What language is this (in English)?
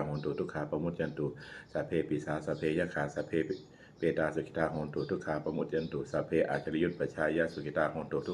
Pali